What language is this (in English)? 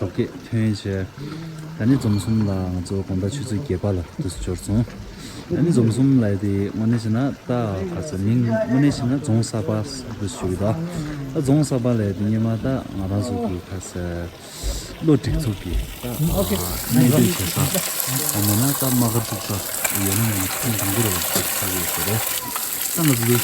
Tibetan